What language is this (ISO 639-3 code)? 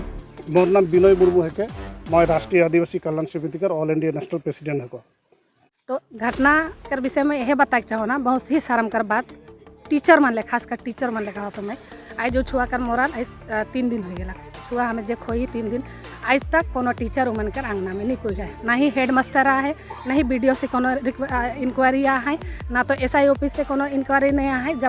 sck